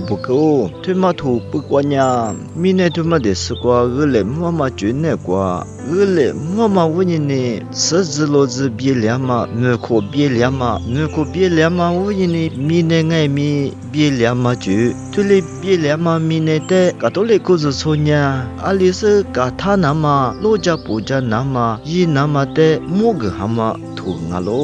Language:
Lisu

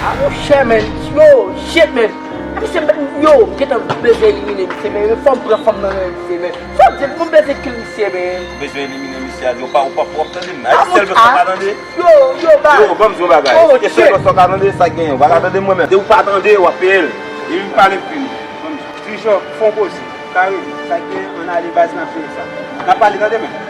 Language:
Haitian Creole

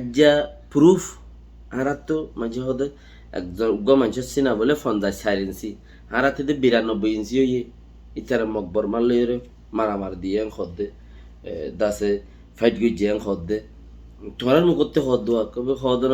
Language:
Rohingya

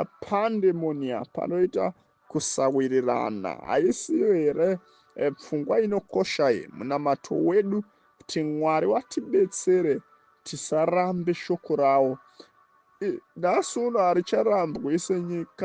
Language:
Shona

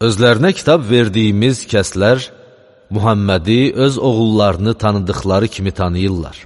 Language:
Azerbaijani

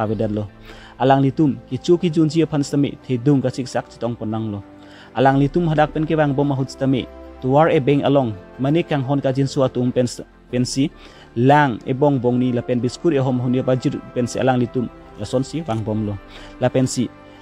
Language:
Karbi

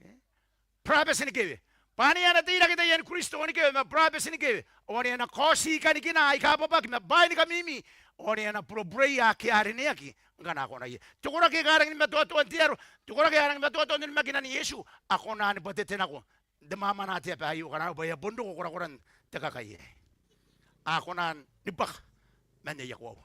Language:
Gilbertese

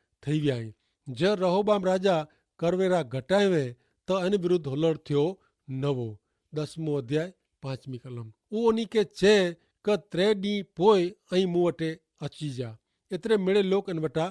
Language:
Kachhi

